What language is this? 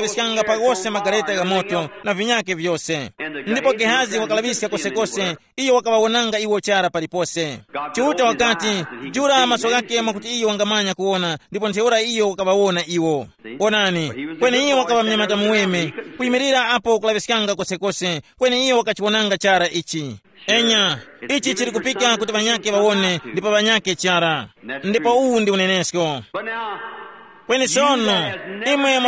Tumbuka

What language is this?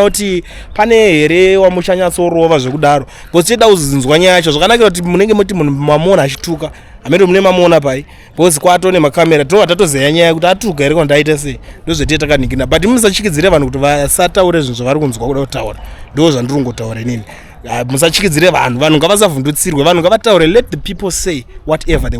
Shona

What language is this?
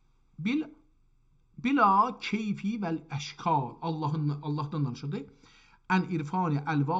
South Azerbaijani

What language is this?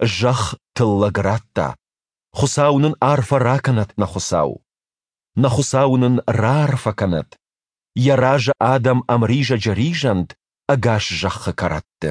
Ossetic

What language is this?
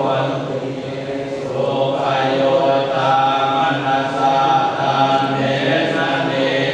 Pali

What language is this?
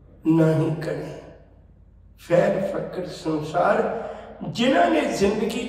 Punjabi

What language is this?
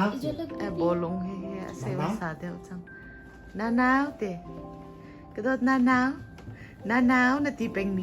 Hakha Chin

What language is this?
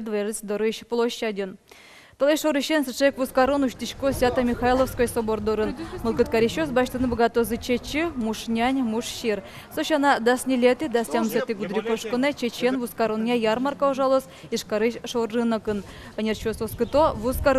Udmurt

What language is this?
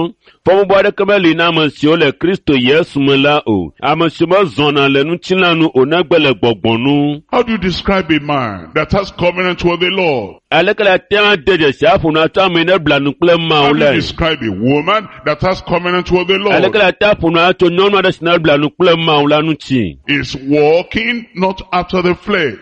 Ewe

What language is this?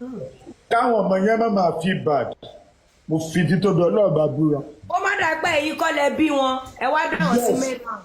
Yoruba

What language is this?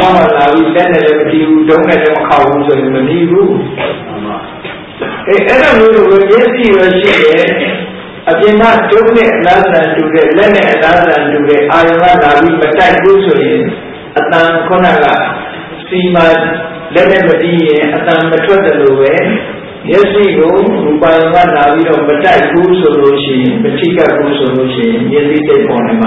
Burmese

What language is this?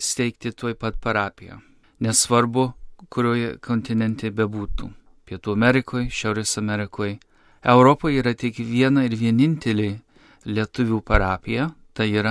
Lithuanian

